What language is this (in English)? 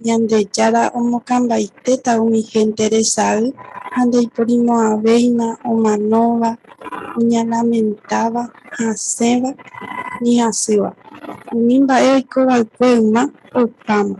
Guarani